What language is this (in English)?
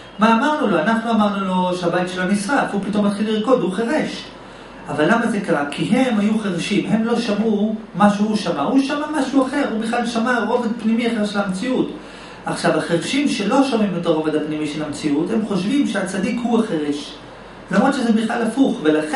Hebrew